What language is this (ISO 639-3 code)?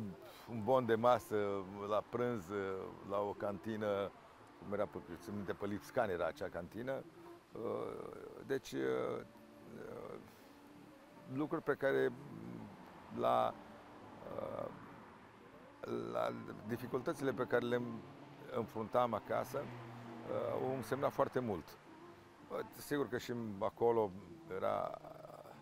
ron